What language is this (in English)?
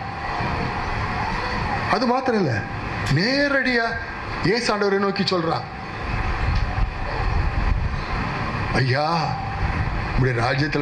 Tamil